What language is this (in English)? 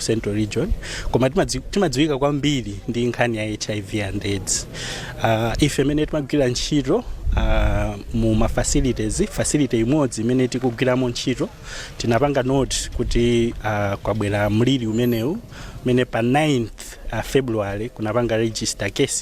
Nyanja